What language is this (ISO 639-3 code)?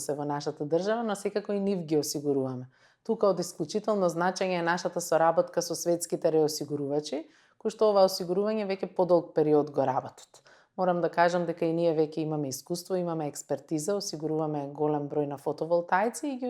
mkd